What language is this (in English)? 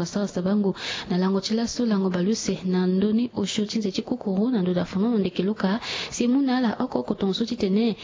Sango